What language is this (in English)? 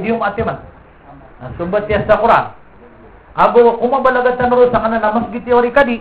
Maranao